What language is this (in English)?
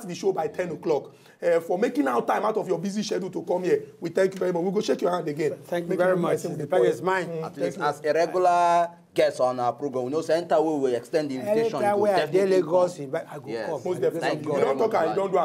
Nigerian Pidgin